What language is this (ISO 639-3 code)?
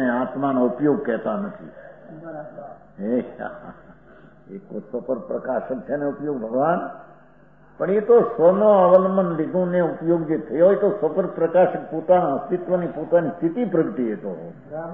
guj